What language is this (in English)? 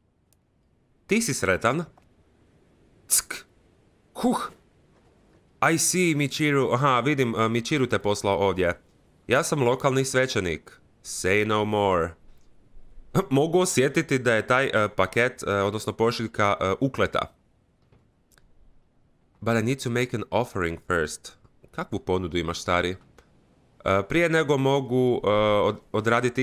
Croatian